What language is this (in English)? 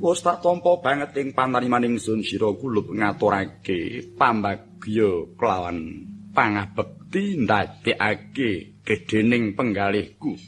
Javanese